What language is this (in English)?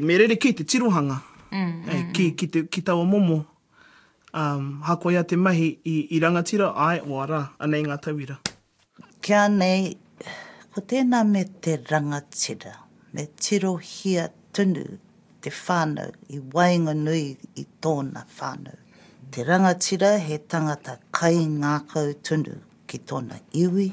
Māori